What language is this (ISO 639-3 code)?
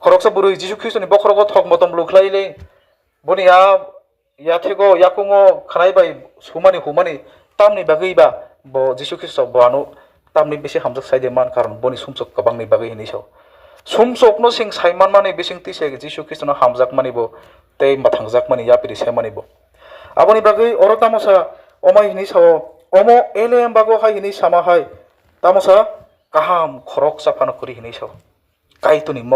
trp